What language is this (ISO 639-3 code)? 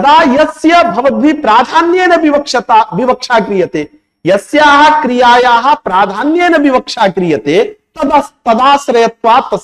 san